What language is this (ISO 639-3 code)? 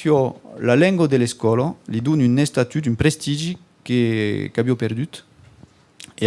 oci